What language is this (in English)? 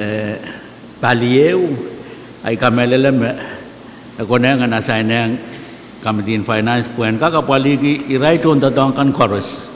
Pohnpeian